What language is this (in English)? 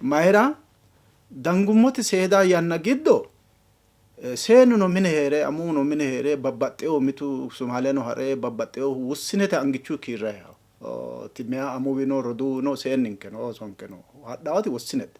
Sidamo